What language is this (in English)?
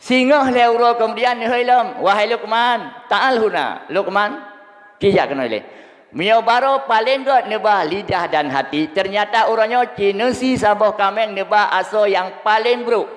Achinese